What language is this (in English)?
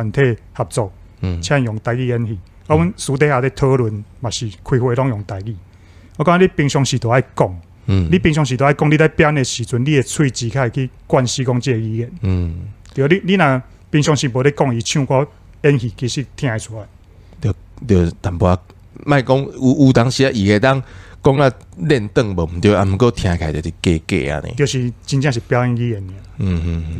Min Nan Chinese